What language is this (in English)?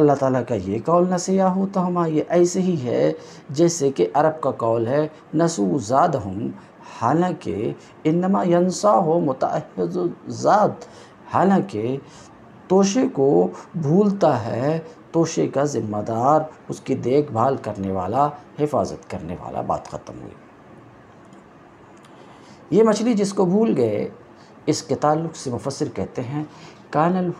Urdu